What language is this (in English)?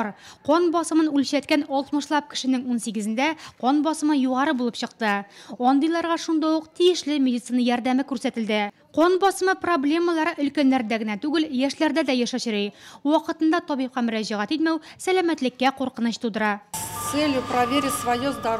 Tatar